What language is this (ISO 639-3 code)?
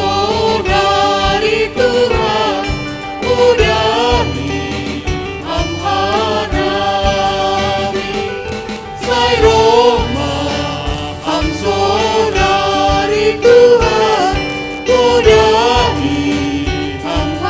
bts